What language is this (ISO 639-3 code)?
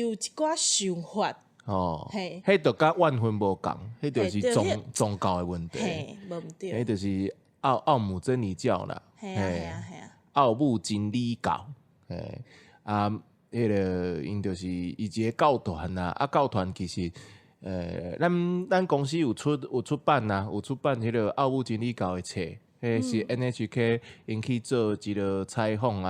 nan